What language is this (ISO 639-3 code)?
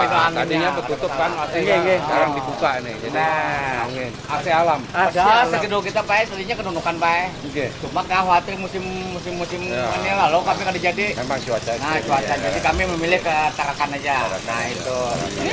bjn